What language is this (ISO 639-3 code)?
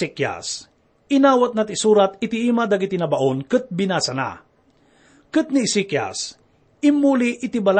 ilo